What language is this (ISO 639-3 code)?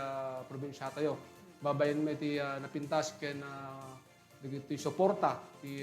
ilo